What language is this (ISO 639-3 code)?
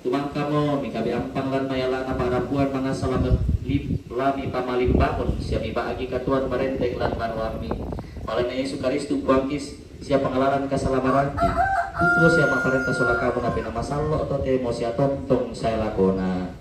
sda